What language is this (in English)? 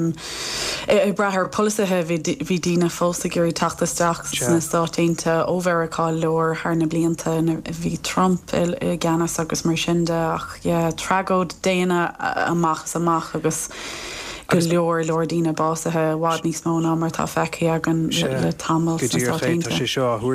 Irish